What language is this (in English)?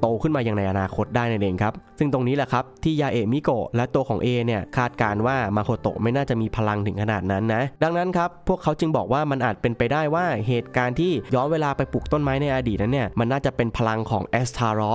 Thai